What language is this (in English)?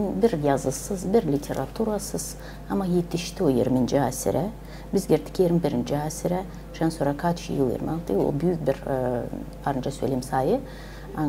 Gagauz